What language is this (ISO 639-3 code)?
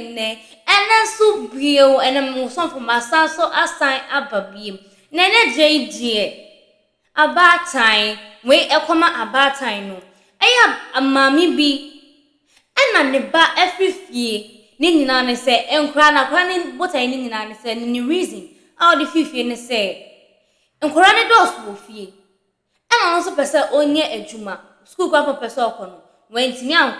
aka